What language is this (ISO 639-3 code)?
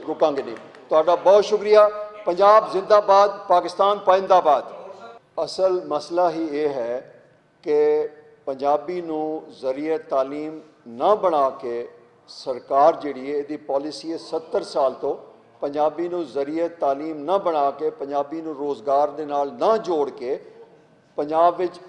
lah